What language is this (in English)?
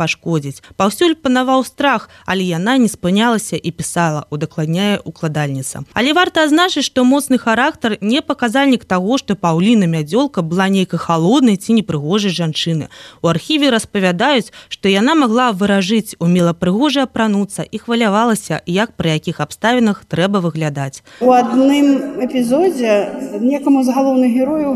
Belarusian